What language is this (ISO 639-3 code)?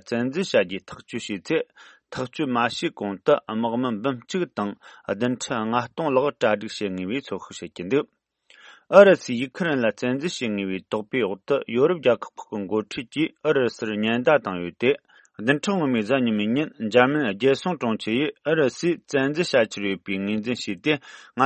bod